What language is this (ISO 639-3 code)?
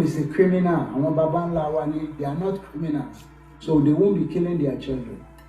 yor